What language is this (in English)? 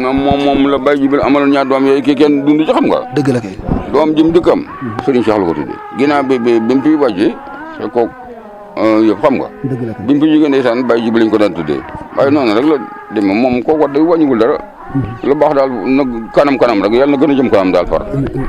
Wolof